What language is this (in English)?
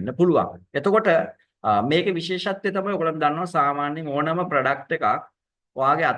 Sinhala